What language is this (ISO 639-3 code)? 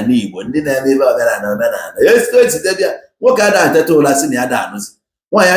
ibo